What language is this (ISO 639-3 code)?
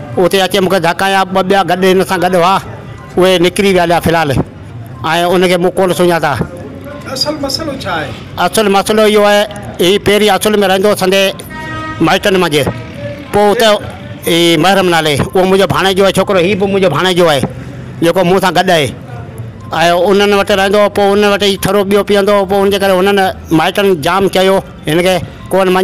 snd